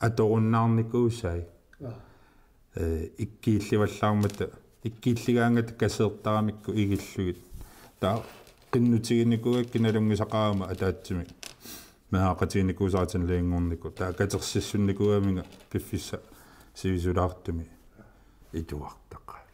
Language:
Kalaallisut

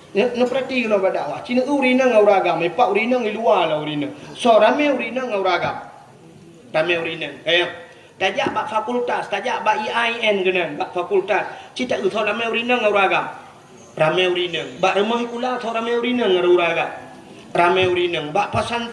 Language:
Achinese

